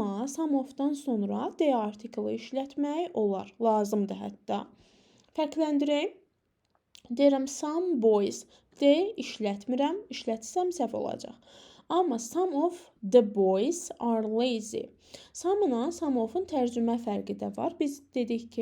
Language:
Azerbaijani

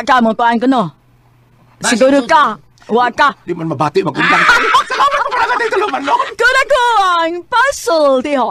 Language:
Cebuano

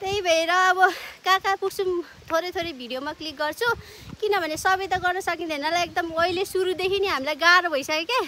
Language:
Nepali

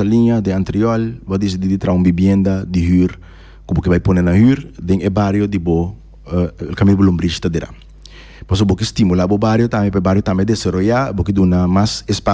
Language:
Papiamento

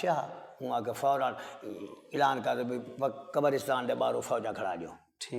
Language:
Saraiki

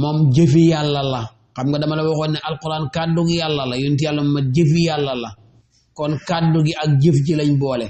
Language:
Wolof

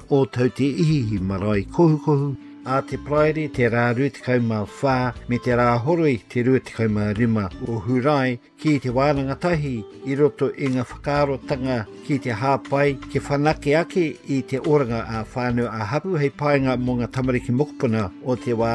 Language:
Māori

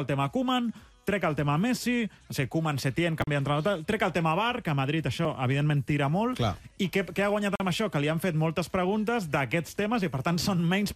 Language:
Catalan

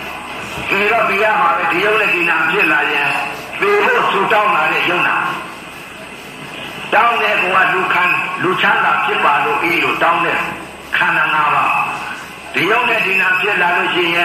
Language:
Burmese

